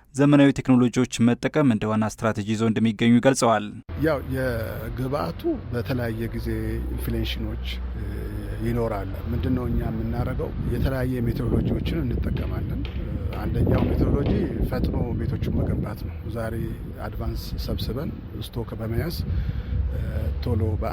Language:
Amharic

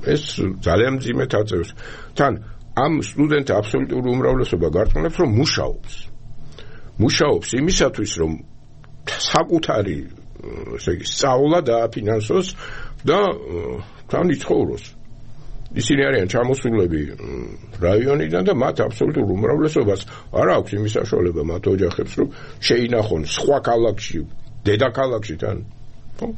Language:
Georgian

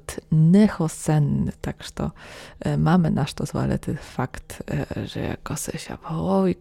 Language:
Rusyn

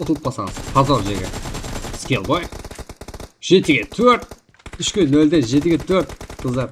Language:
Kara-Kalpak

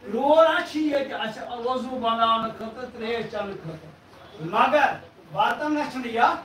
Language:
Kashmiri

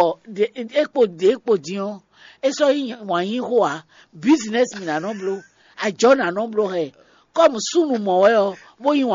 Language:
Fon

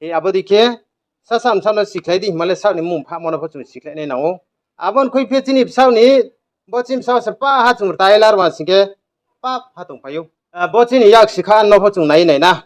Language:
Riang (India)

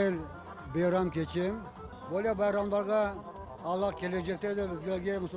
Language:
Crimean Tatar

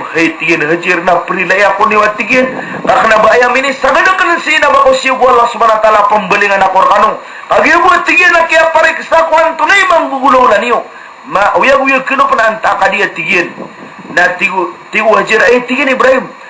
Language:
Maranao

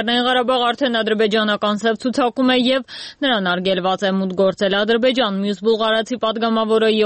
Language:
Armenian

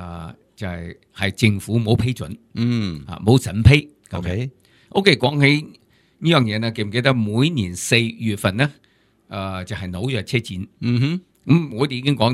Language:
Cantonese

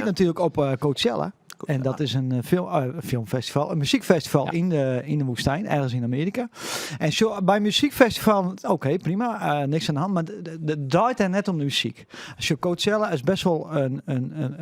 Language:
Western Frisian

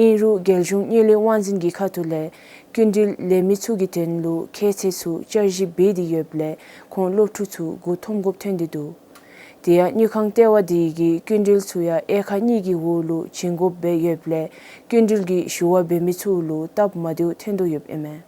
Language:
Dzongkha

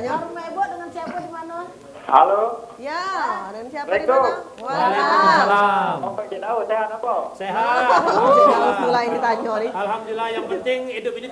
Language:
Musi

